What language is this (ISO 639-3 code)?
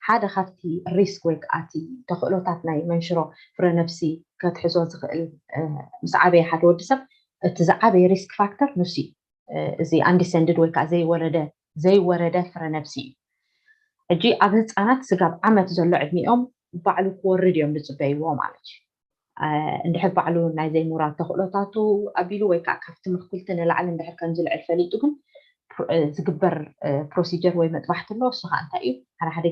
tir